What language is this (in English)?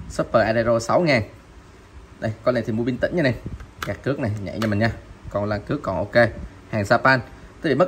Vietnamese